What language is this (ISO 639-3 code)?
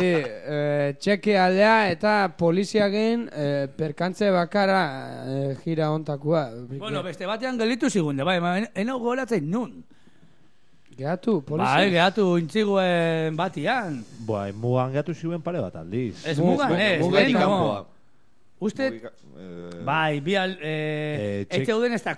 eus